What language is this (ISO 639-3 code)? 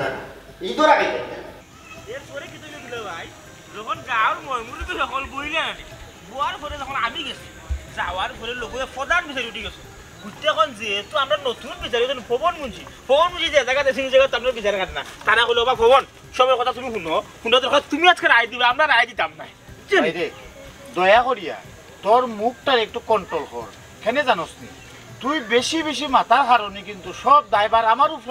syl